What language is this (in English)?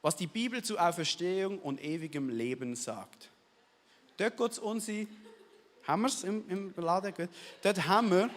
Swiss German